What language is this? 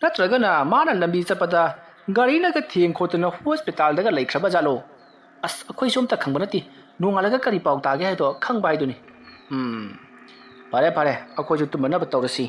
Manipuri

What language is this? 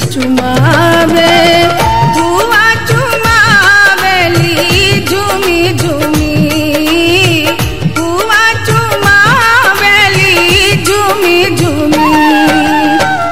Bhojpuri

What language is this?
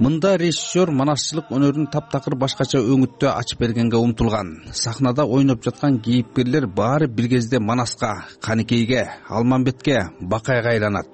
Kyrgyz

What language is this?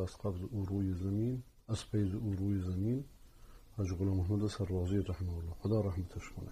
Persian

